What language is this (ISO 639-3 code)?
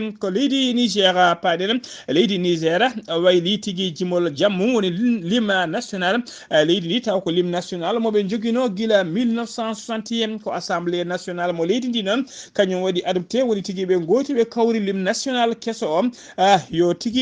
ful